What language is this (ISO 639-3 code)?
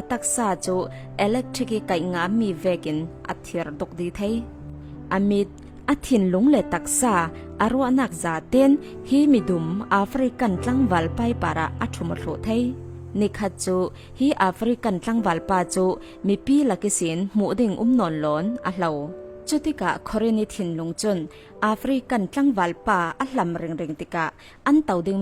cfm